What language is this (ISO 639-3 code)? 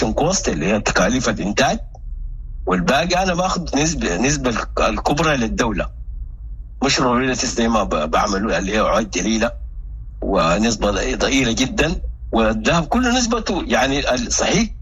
apd